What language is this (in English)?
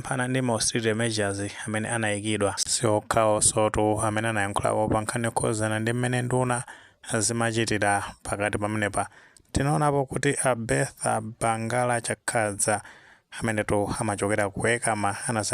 Nyanja